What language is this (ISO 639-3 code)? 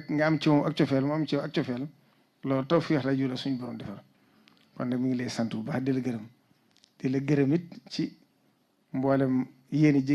wol